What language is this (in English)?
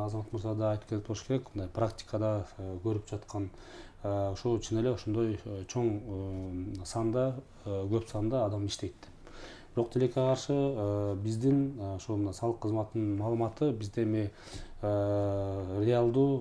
Kyrgyz